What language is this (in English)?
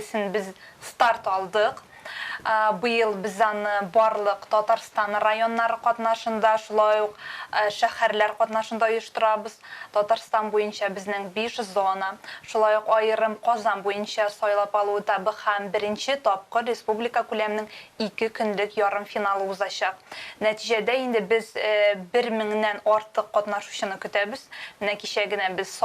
Tatar